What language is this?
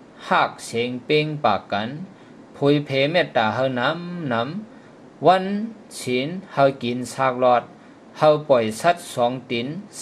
Shan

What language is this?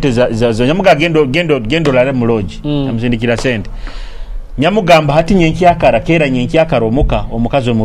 Nyoro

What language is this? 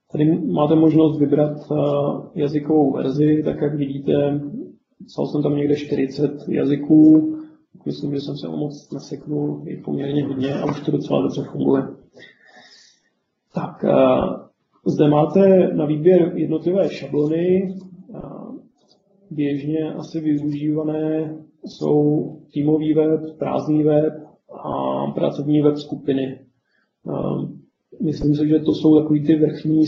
Czech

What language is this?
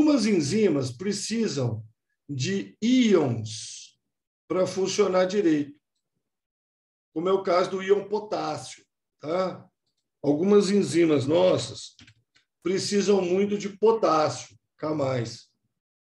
Portuguese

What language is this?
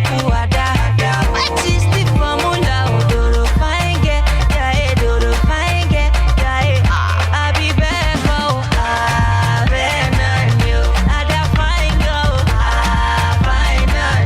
Nigerian Pidgin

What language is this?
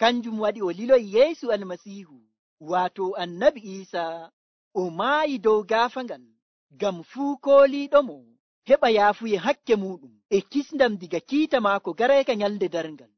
Nigerian Fulfulde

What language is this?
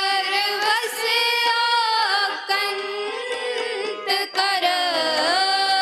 Punjabi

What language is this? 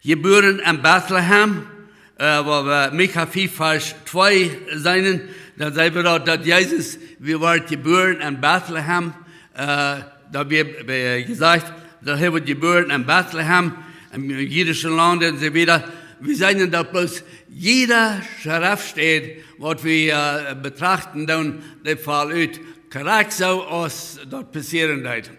Plautdietsch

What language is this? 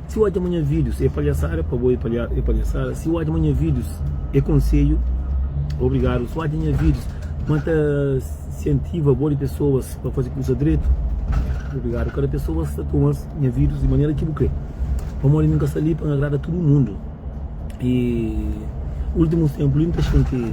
Kabuverdianu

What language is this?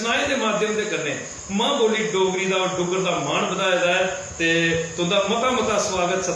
Dogri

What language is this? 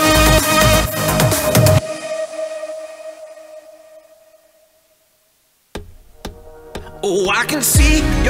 Afrikaans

